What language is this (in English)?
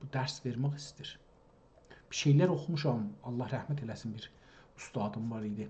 South Azerbaijani